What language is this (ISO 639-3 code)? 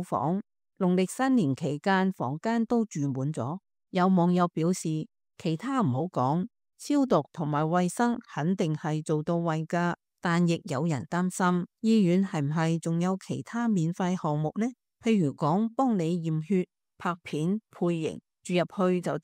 yue